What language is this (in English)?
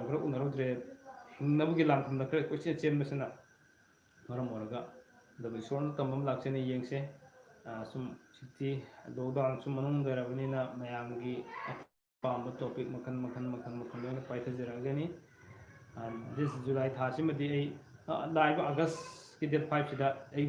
Manipuri